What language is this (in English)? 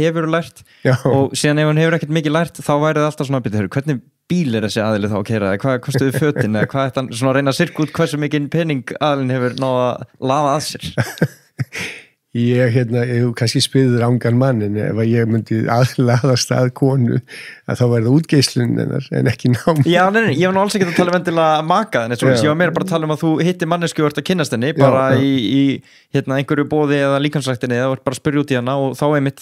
Icelandic